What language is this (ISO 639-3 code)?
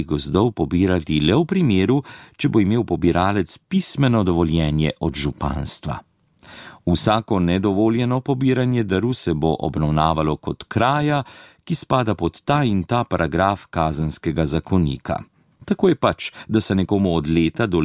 slv